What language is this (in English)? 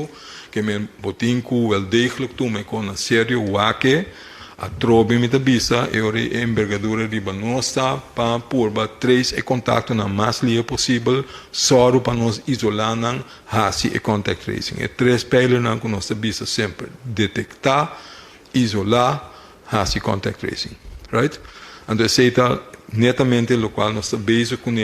Papiamento